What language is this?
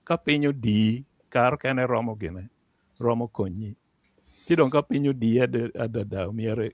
Acoli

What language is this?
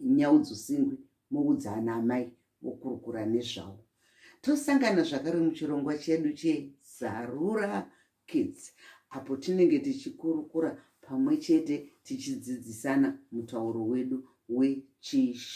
Shona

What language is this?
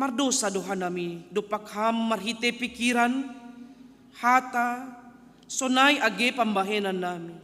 Batak Simalungun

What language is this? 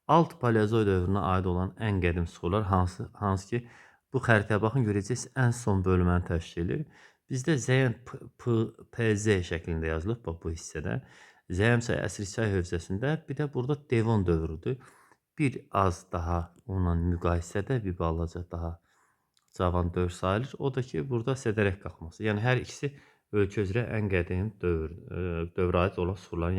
Azerbaijani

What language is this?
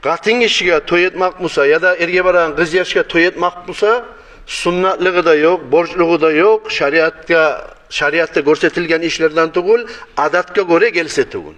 Kumyk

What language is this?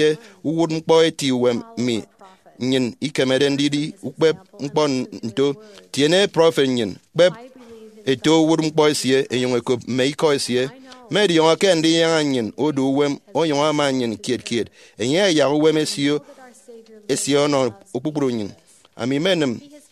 Efik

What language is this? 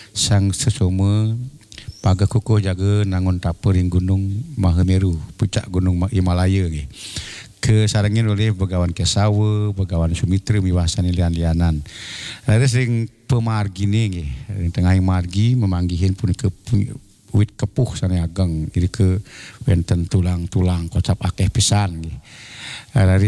Balinese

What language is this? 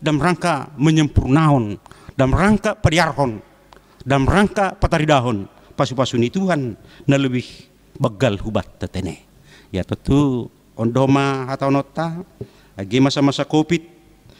Batak Simalungun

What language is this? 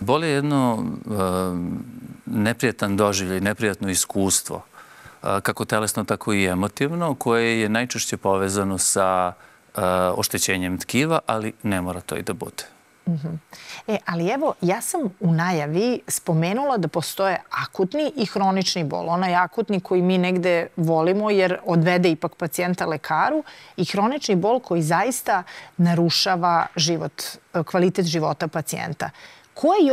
Serbian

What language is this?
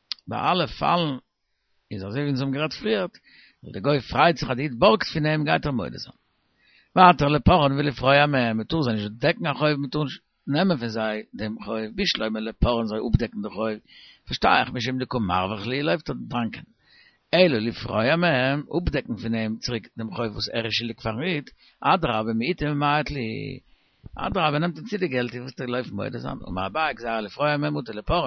Yiddish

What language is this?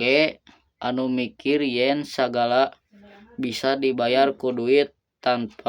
Sundanese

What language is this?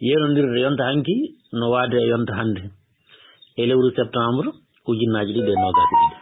Fula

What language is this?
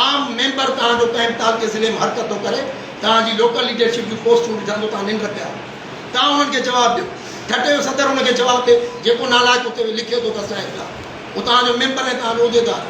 Sindhi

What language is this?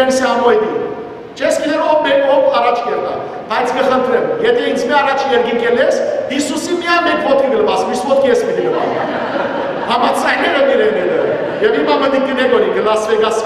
Western Armenian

